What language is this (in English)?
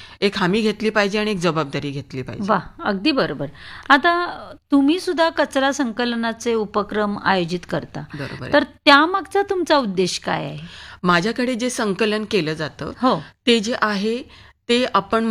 Marathi